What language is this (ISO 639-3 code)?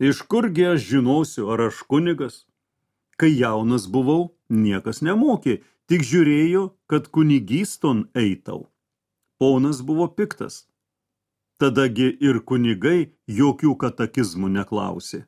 lit